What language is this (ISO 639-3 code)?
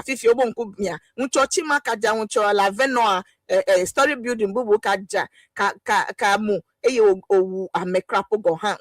ewe